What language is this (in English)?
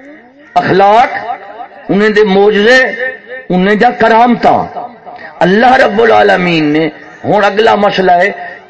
Saraiki